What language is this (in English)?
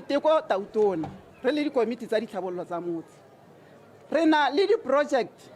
Tswana